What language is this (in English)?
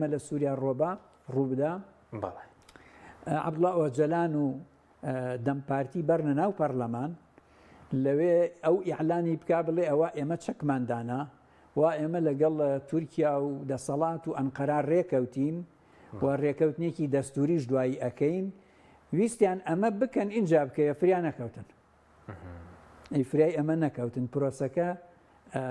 Central Kurdish